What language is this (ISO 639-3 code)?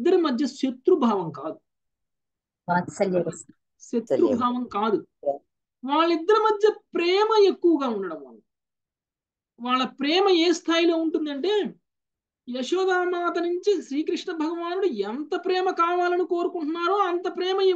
tel